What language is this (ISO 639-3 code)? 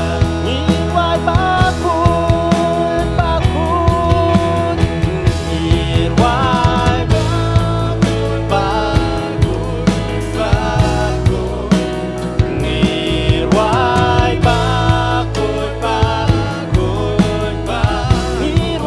kha